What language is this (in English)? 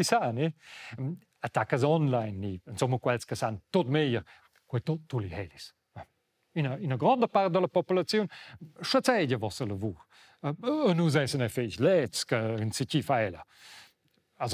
Romansh